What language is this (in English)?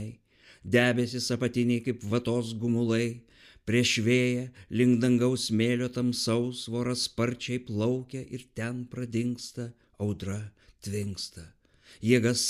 Lithuanian